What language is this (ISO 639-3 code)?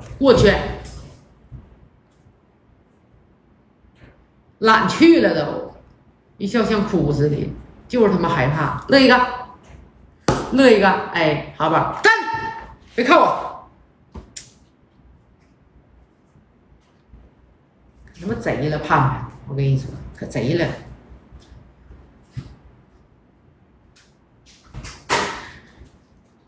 zho